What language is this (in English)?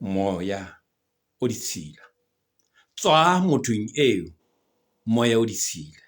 Southern Sotho